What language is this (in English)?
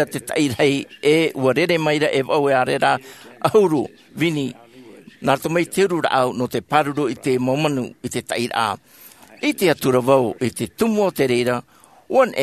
Tahitian